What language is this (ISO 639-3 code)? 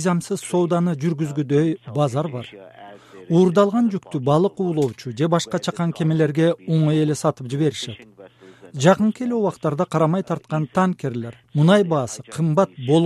kir